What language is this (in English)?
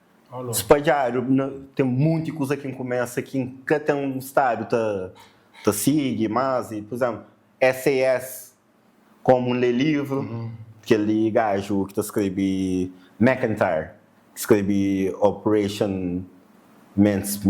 Kabuverdianu